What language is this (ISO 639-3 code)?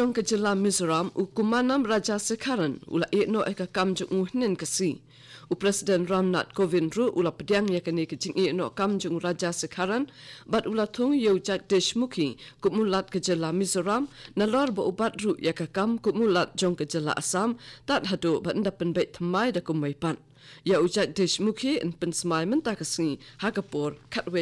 kha